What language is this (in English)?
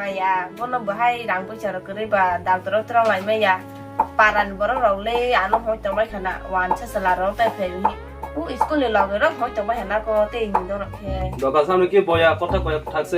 Kok Borok